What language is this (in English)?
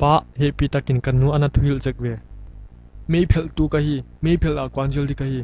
Paite Chin